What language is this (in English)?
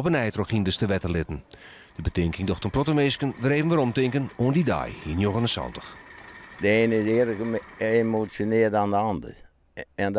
Western Frisian